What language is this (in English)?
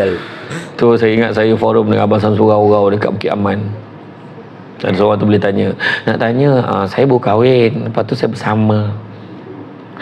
Malay